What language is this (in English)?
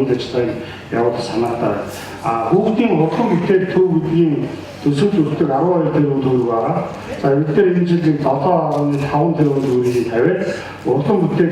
Mongolian